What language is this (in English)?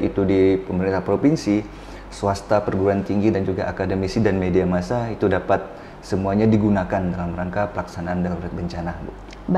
Indonesian